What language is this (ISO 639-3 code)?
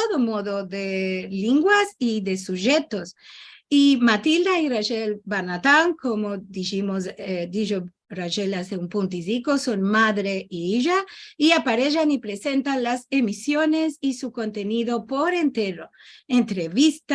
lad